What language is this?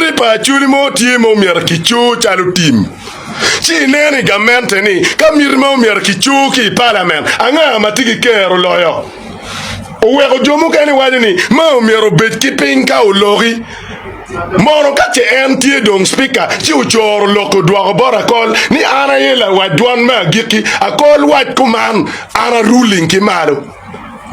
Acoli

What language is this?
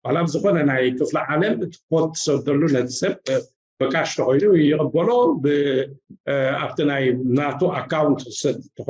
Tigrinya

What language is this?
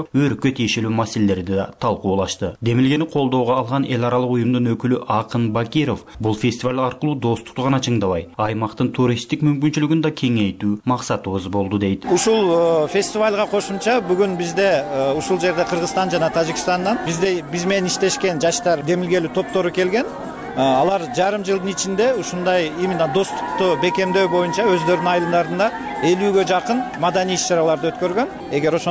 Kyrgyz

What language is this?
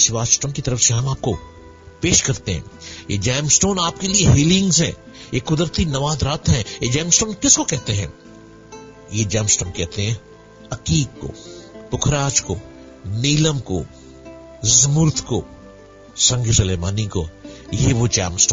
Urdu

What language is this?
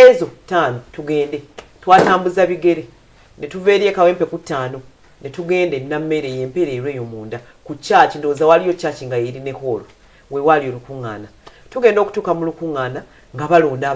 Ganda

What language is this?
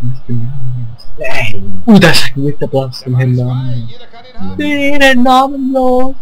Swiss German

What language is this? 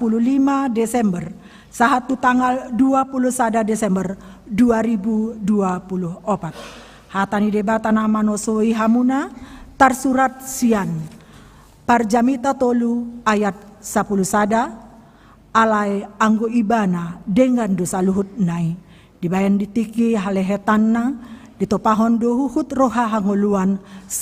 Batak Toba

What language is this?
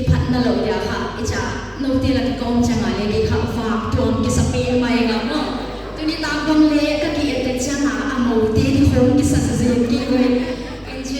Paite Chin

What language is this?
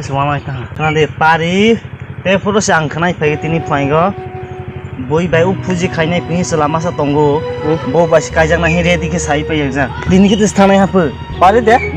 Kok Borok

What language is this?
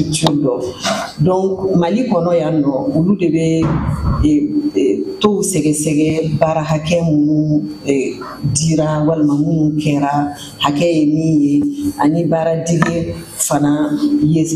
Bambara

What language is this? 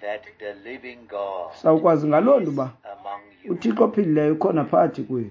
Xhosa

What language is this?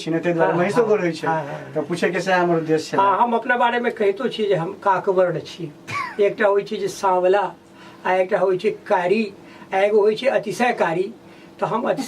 Maithili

